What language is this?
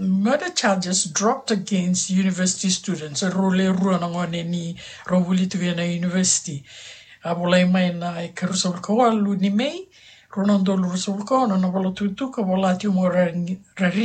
Fijian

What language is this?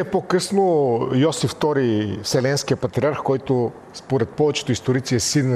Bulgarian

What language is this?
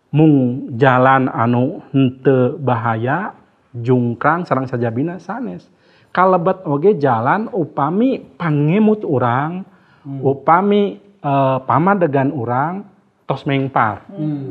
Sundanese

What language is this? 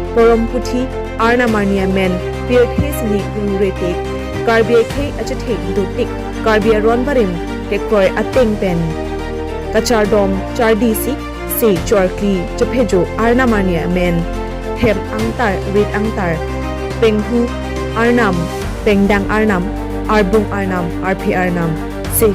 Karbi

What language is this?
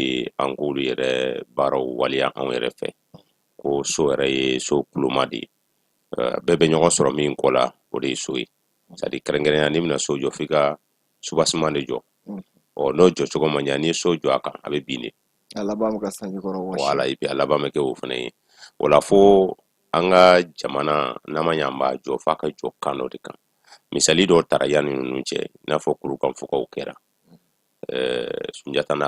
Bambara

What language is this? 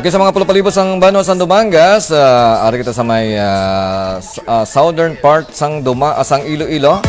Hiligaynon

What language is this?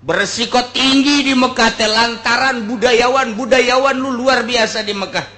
Sundanese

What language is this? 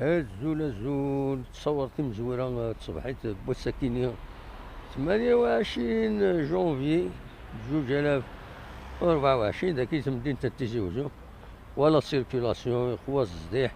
Kabyle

